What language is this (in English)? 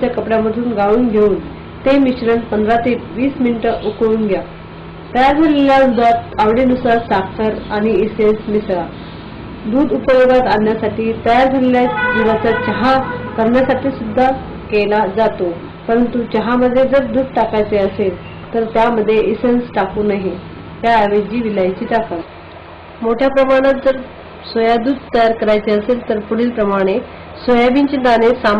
Marathi